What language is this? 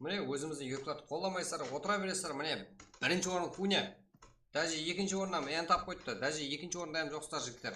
Kara-Kalpak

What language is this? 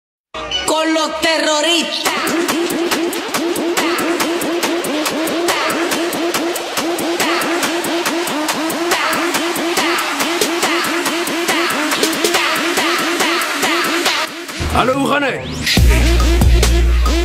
Afrikaans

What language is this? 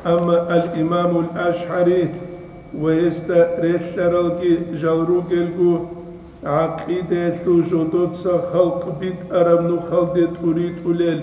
Avaric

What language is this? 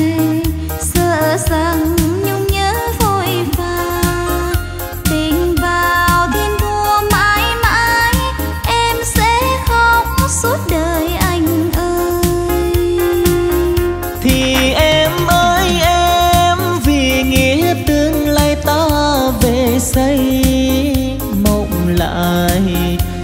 Vietnamese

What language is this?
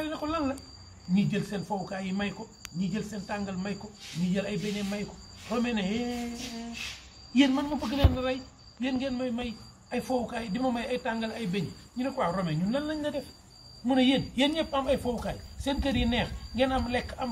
Wolof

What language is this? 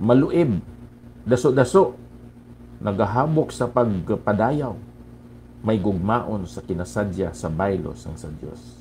Hiligaynon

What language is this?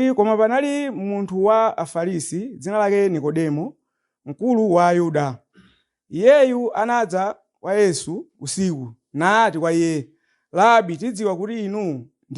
Nyanja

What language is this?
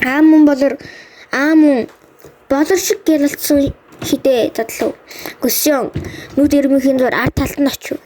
Mongolian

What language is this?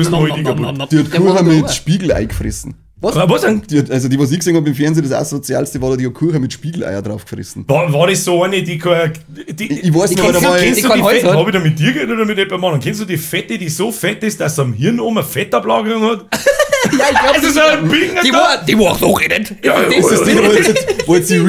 Bavarian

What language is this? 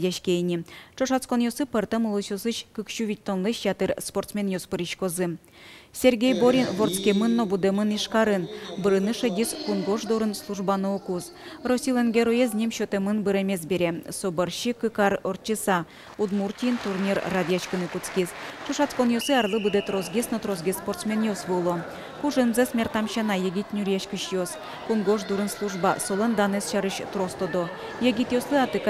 Udmurt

